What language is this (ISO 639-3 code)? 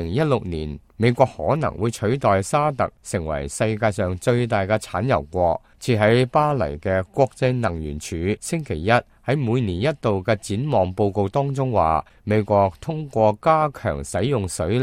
yue